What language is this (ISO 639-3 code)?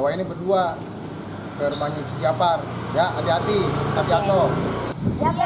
bew